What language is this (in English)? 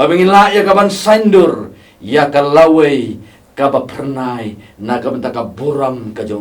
Khasi